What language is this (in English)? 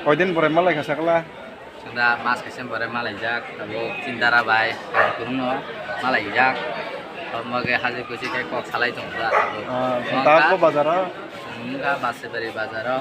Kok Borok